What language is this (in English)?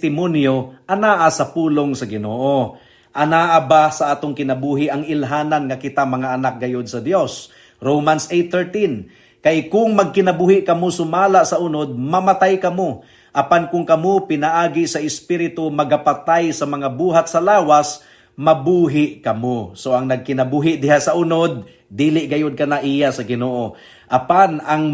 Cebuano